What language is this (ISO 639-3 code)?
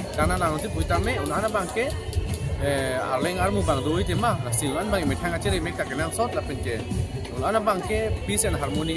mjw